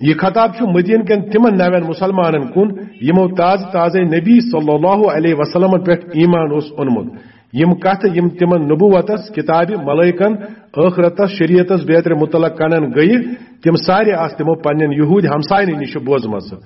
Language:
Kashmiri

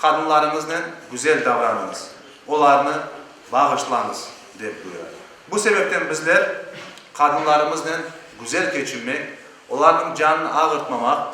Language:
Crimean Tatar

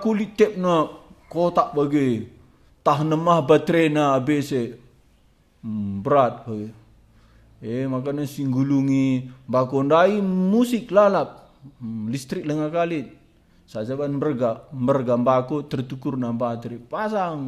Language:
Batak Karo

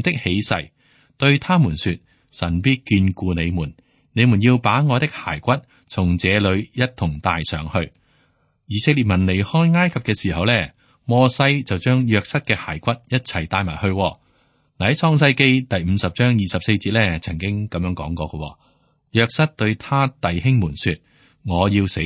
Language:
Cantonese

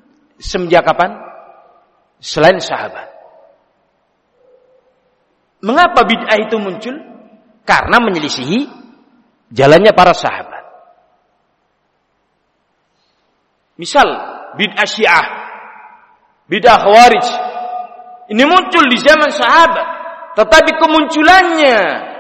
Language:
Indonesian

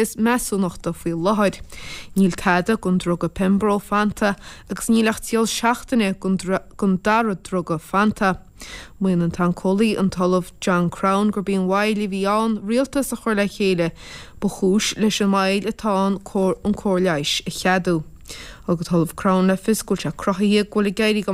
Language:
Irish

